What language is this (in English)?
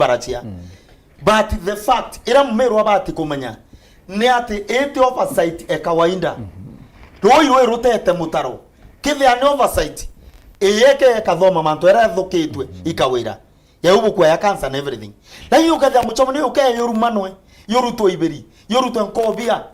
Meru